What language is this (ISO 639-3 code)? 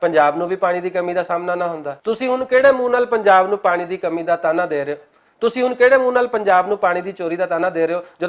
lah